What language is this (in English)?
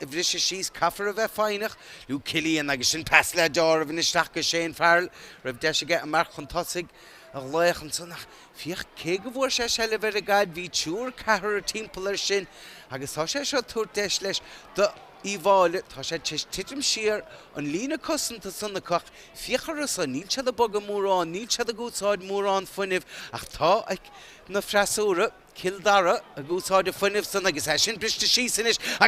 Irish